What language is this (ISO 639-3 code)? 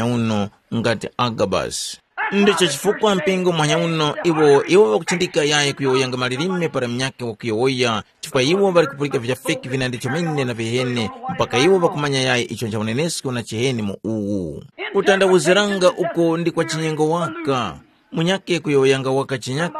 tum